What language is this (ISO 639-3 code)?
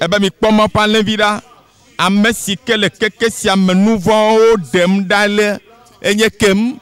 ewe